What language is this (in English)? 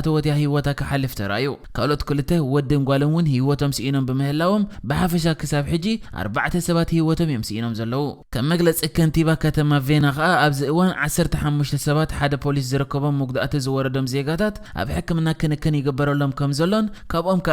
Tigrinya